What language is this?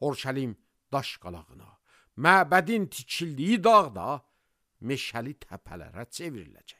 Azerbaijani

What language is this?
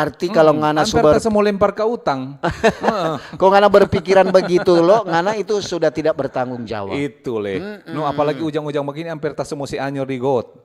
Manado Malay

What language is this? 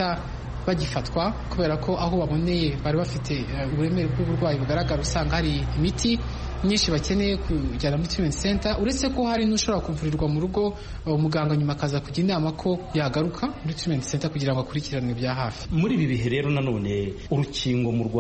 Kinyarwanda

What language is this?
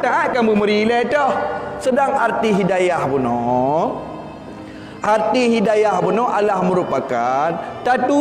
Achinese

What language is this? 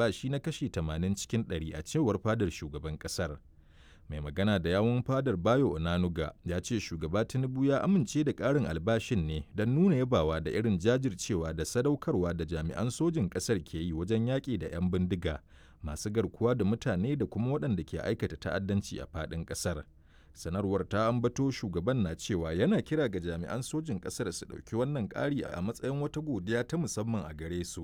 Hausa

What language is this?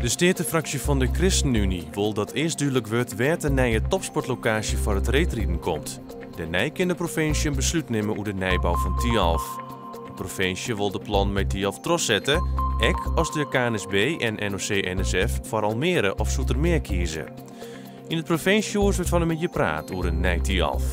Western Frisian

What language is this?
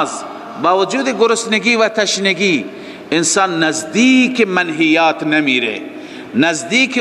Persian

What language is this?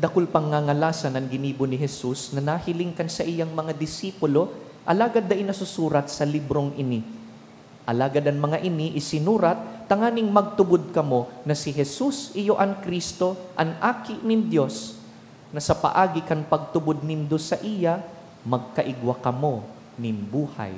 Bikol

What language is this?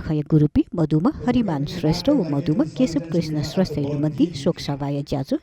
Newari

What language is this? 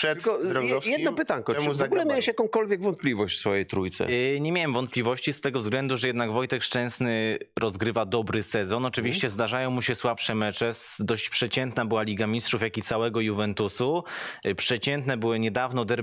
Polish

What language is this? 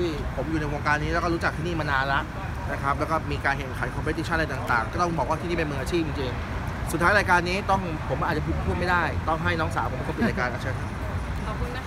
Thai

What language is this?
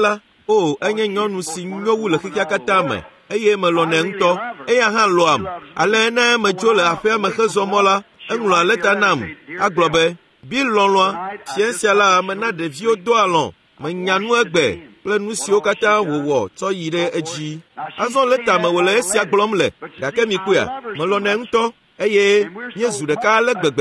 Ewe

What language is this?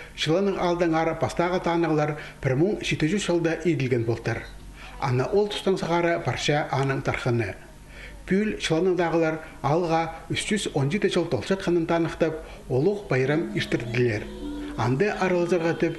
Khakas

